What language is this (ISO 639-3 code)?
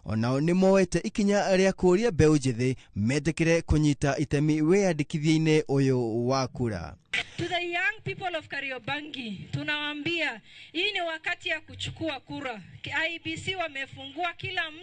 kik